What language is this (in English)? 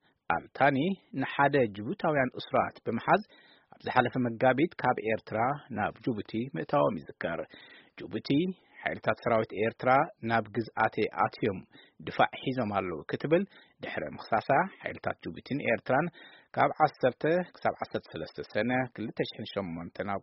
Tigrinya